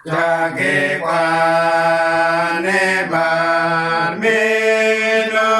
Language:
Uduk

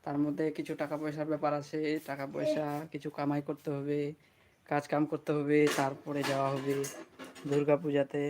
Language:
Santali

